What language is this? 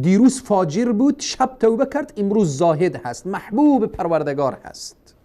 Persian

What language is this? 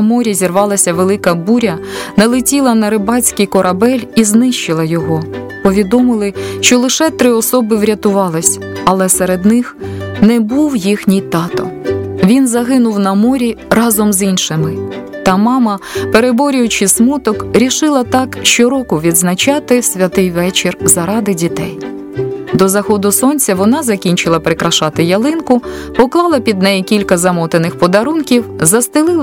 Ukrainian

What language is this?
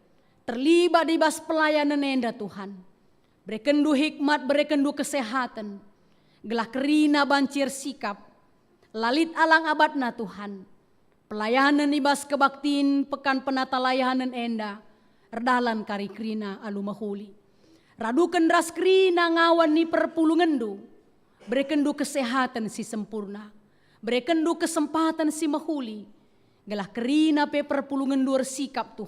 Batak Karo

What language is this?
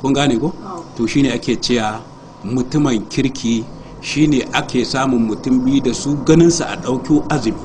Hausa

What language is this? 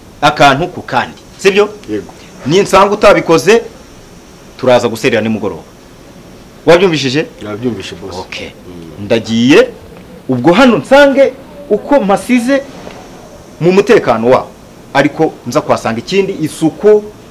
Kinyarwanda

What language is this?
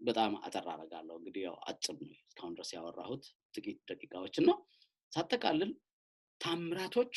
Amharic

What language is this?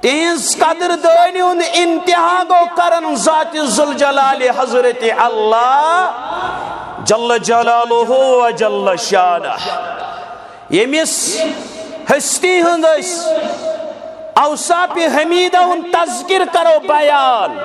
Kashmiri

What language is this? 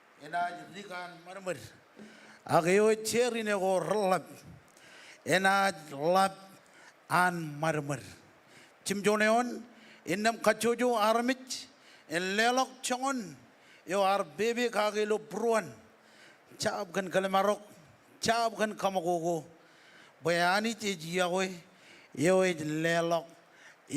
Marshallese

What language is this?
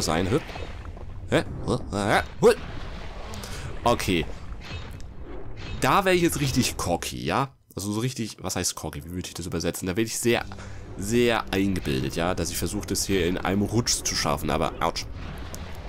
German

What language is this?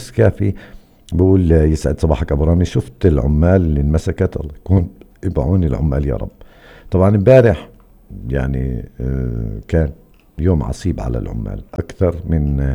North Levantine Arabic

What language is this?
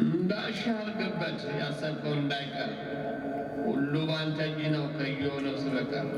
Amharic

